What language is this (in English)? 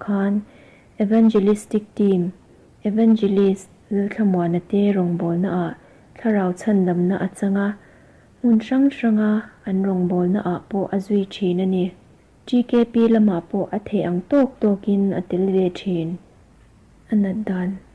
Mizo